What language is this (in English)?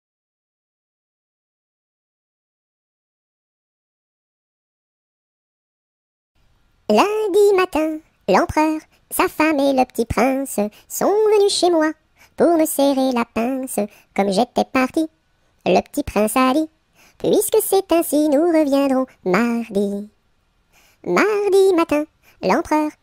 French